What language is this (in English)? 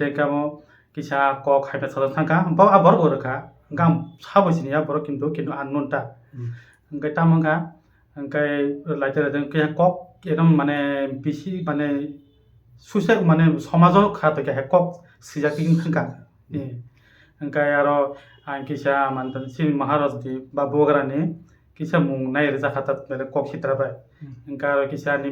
Kok Borok